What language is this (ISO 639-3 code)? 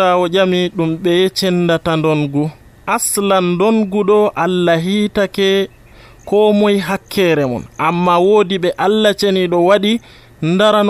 fuv